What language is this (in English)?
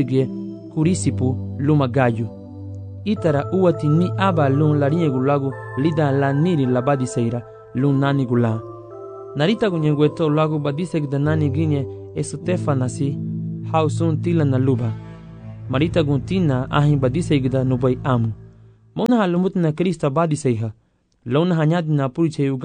Garifuna